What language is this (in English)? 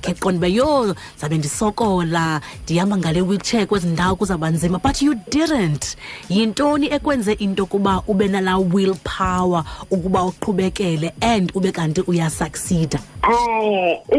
Xhosa